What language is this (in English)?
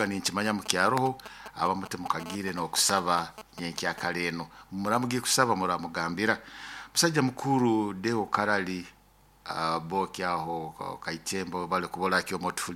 Nyoro